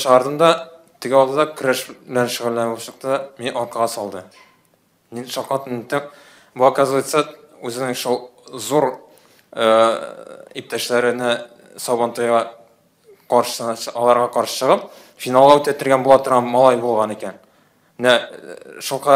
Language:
Tatar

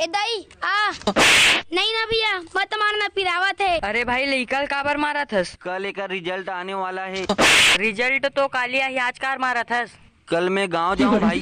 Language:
Chhattisgarhi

